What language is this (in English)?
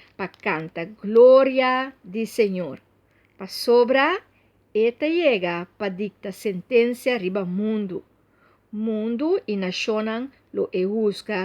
Papiamento